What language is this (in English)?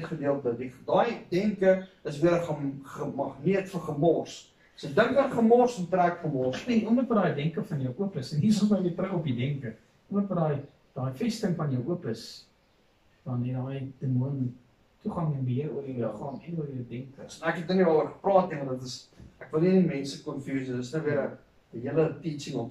Afrikaans